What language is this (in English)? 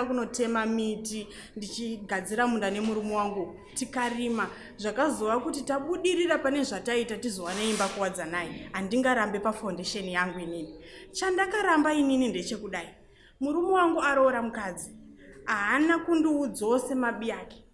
Shona